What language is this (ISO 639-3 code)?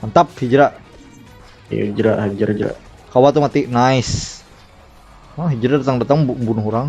bjn